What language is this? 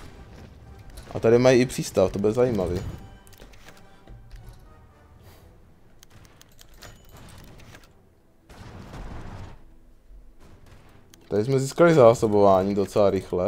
Czech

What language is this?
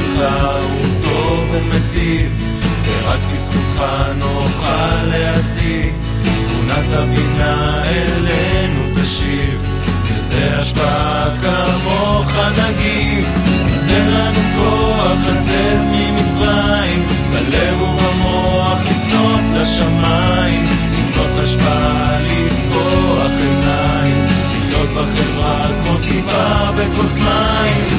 Hebrew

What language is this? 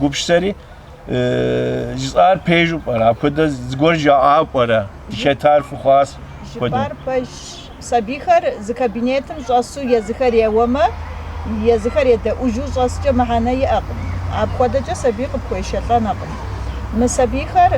Kabardian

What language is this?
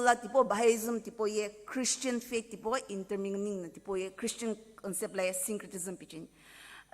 Sumi Naga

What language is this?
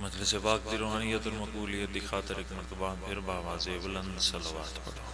Pahari-Potwari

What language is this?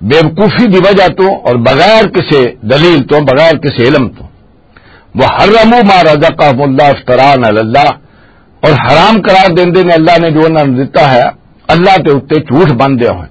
Western Panjabi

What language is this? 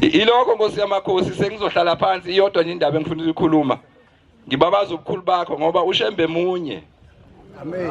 Zulu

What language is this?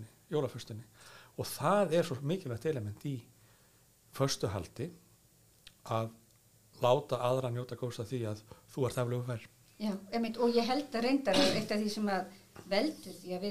Icelandic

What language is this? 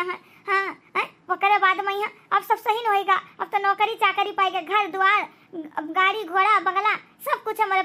Awadhi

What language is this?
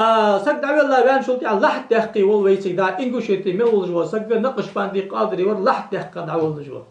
Ingush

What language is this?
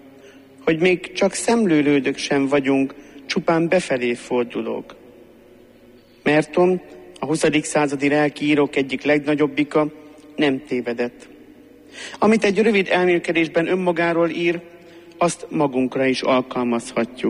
Hungarian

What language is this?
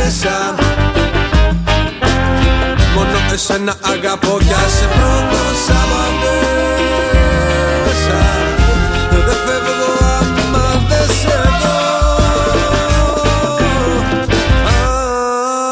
Greek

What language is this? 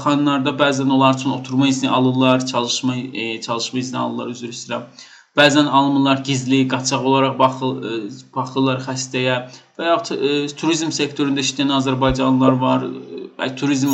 Azerbaijani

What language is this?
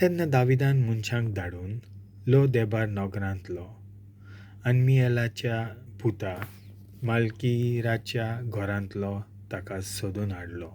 Konkani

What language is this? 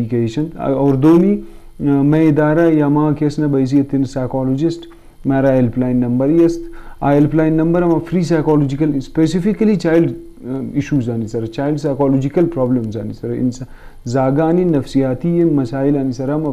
Eastern Balochi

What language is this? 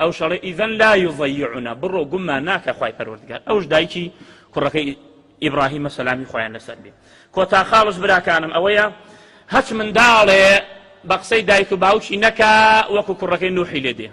Central Kurdish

